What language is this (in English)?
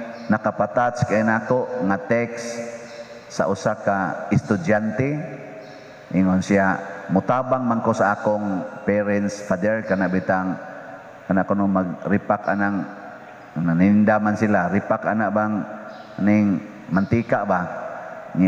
Cebuano